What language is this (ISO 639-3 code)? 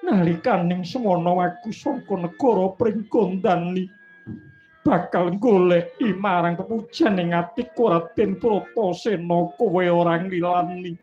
jav